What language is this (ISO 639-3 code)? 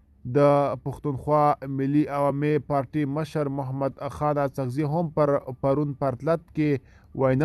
pus